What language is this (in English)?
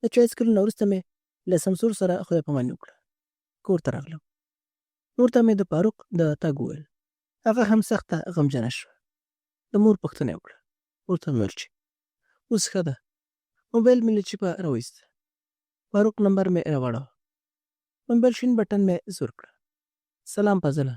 Pashto